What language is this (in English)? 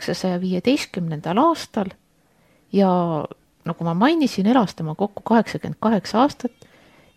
Estonian